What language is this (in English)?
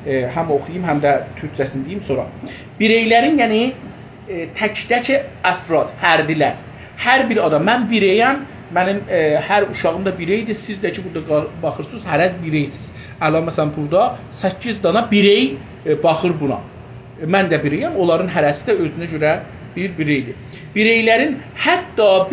South Azerbaijani